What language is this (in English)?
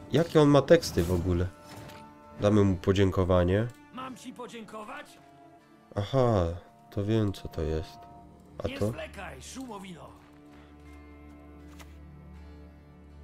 Polish